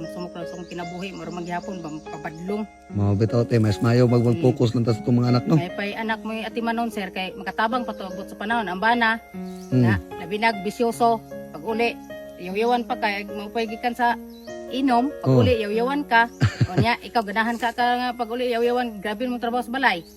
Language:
Cebuano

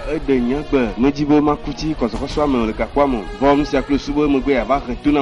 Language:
Ewe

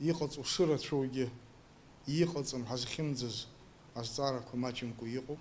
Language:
Abkhazian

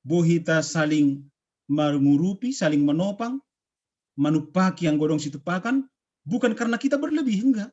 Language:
Batak Simalungun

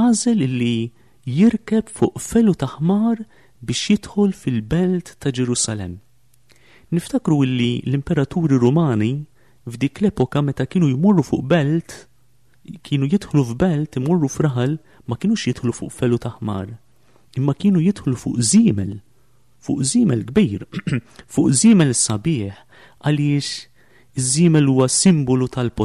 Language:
Maltese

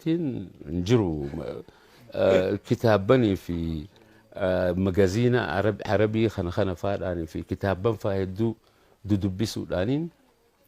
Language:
Oromo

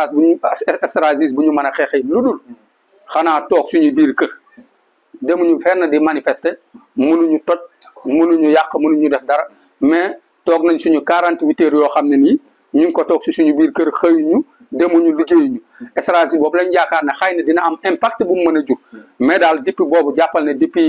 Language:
Wolof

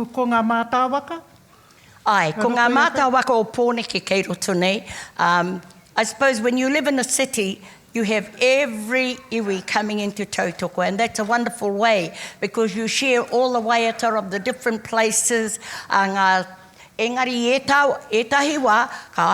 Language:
Māori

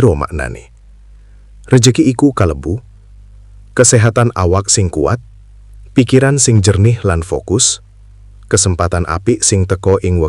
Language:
Javanese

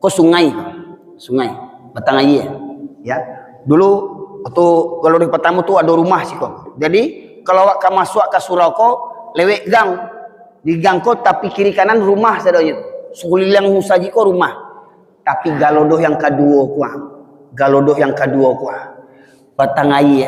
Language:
Minangkabau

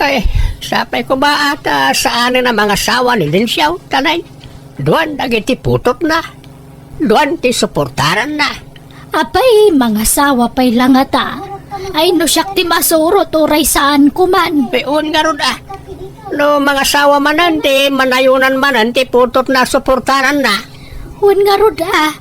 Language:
Iloko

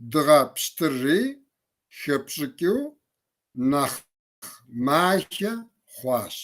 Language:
Kabardian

